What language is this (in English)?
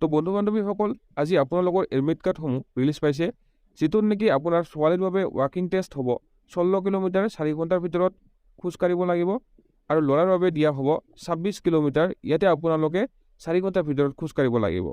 Assamese